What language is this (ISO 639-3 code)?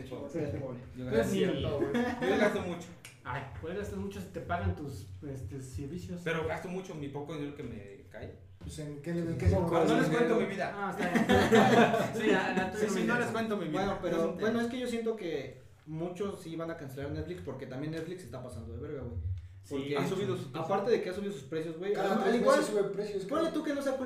spa